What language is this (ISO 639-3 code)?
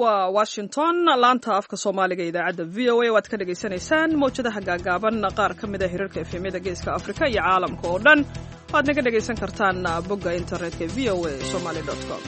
som